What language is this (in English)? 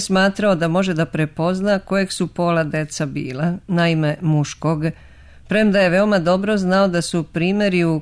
Serbian